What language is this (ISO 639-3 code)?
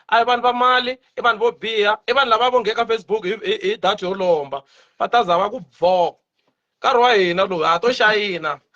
tso